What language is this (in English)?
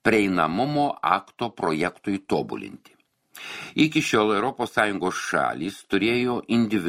Lithuanian